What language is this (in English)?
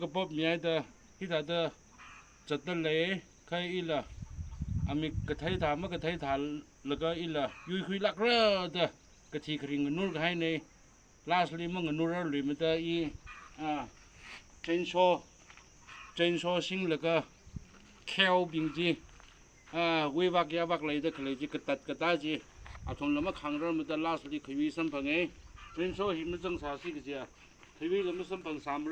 Tangkhul Naga (India)